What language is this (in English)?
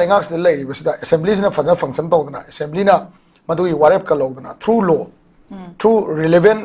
Manipuri